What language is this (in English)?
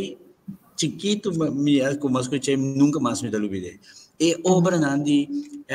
Papiamento